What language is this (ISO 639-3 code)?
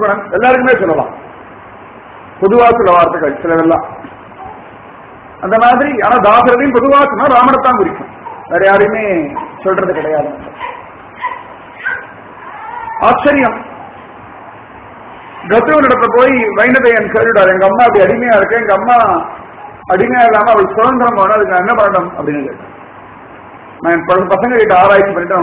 tam